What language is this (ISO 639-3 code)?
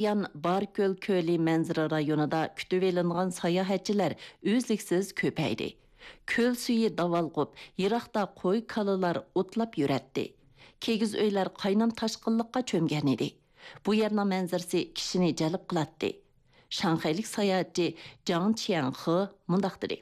uig